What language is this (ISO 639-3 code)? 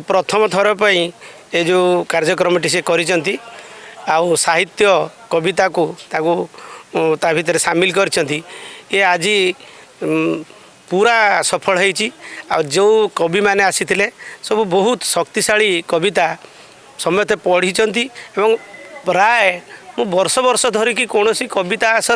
ori